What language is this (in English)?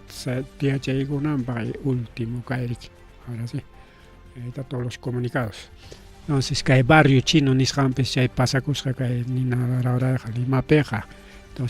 Ayacucho Quechua